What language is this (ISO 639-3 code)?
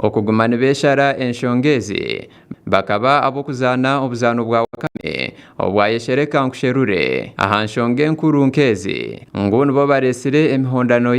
nyn